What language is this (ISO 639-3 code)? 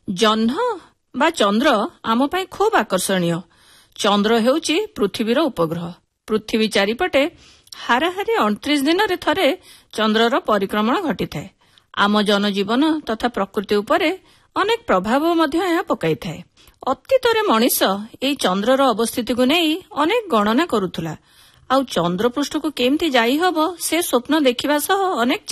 ori